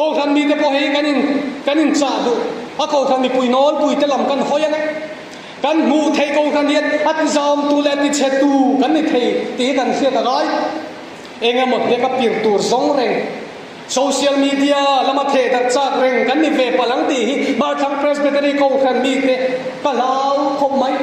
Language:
Mizo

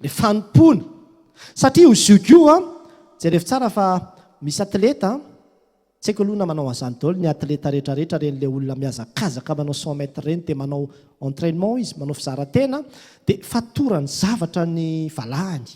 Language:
Malagasy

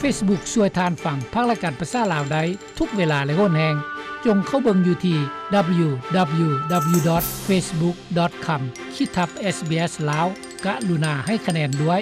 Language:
Lao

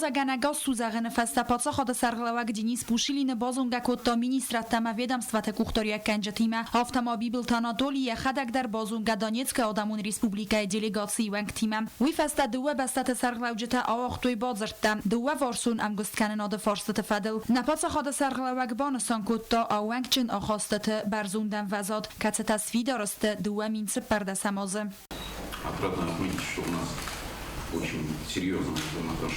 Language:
Ossetic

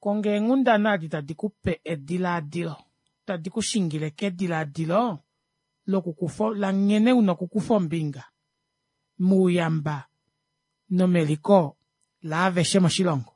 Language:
Kuanyama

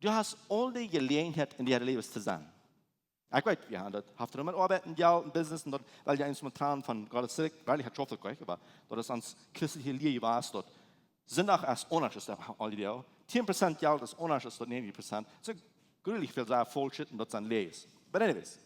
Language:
Plautdietsch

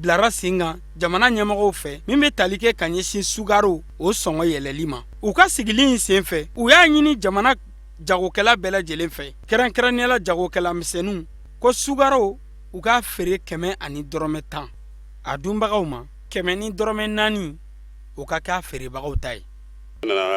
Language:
Bambara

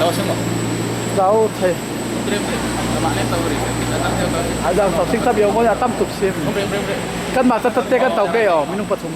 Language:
Falam Chin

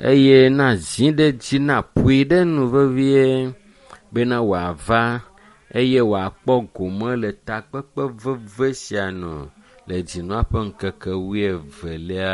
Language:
Ewe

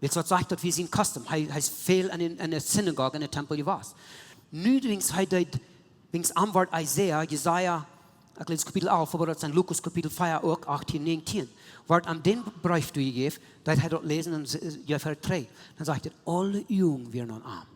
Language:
Plautdietsch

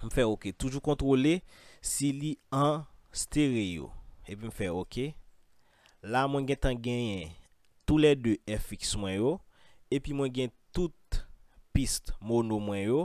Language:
Haitian Creole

